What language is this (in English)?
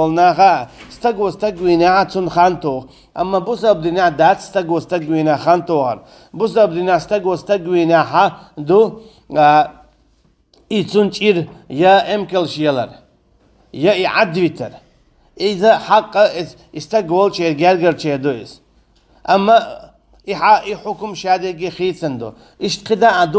Chechen